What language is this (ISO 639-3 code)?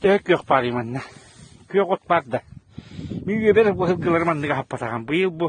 sah